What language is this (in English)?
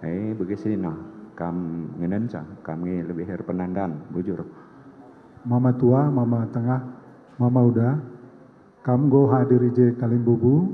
Batak Karo